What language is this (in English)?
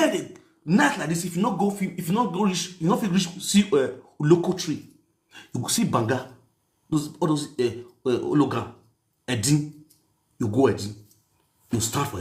Nigerian Pidgin